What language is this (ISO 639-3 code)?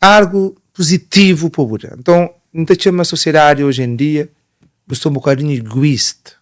kea